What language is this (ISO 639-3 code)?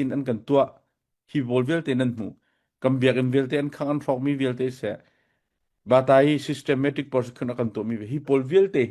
cnh